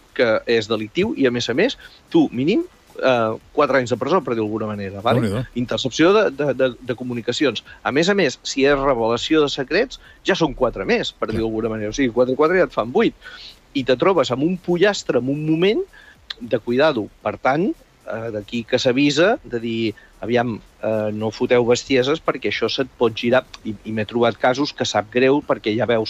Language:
Catalan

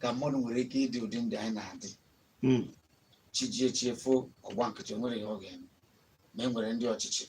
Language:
Igbo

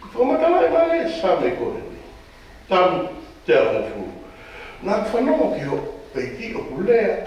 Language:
Tongan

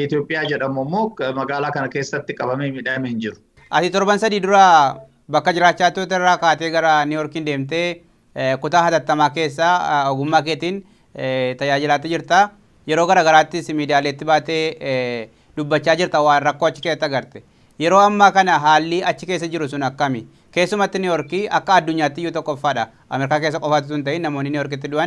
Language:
Oromo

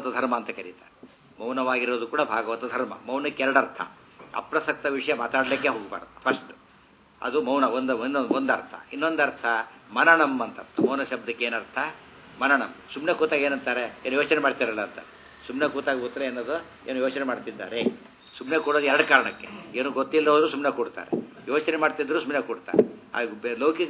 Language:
Kannada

